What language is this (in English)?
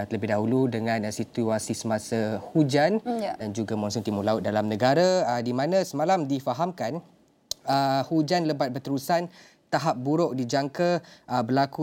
Malay